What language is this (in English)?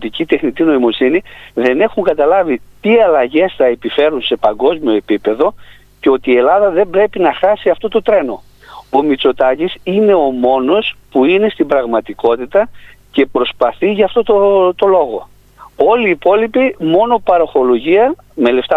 Greek